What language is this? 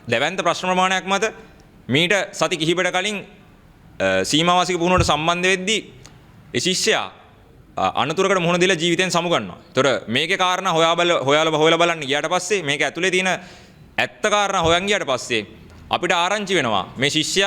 Sinhala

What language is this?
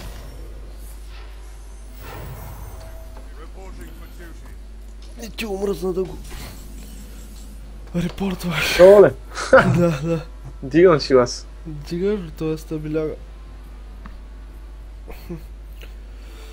Bulgarian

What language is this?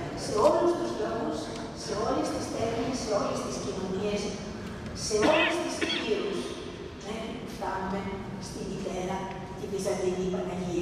Greek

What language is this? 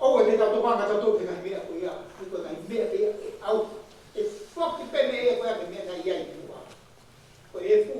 Tongan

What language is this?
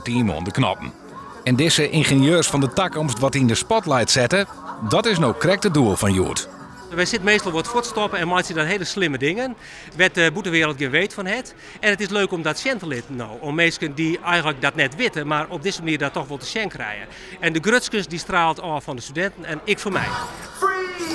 Western Frisian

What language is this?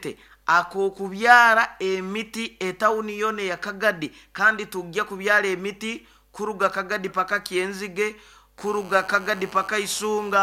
Nyoro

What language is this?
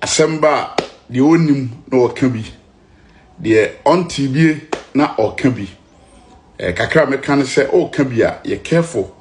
Akan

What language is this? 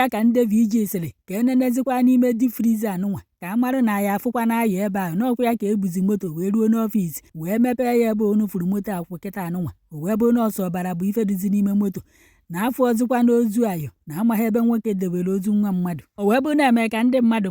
Igbo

